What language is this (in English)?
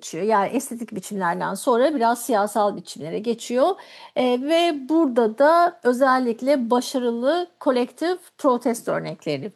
Turkish